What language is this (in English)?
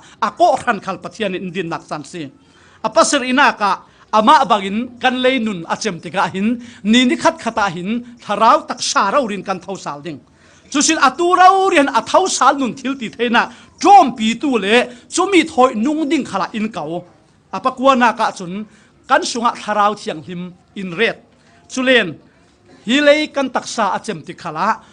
Falam Chin